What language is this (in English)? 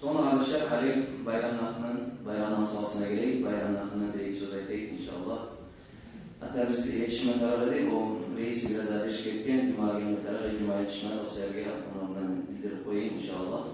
Kumyk